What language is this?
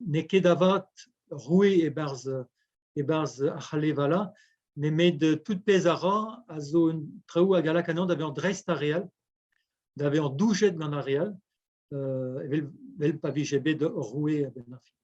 Breton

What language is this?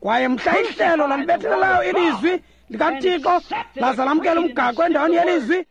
Xhosa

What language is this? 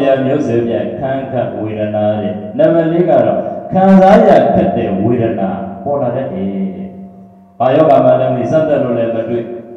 Burmese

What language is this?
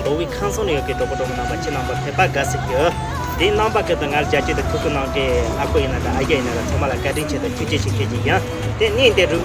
Tibetan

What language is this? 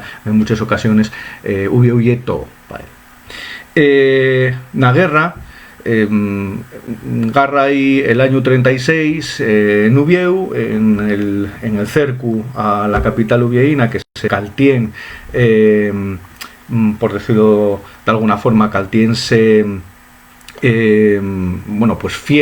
Asturian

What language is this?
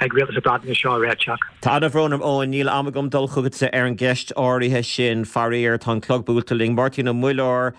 Irish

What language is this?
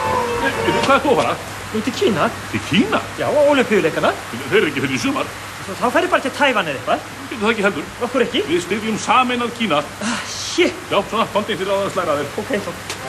Icelandic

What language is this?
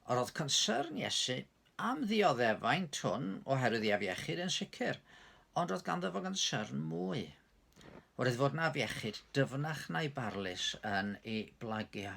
Welsh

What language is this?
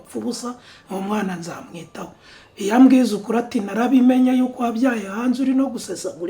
Kinyarwanda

